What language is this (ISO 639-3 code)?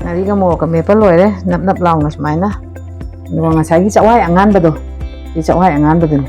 mni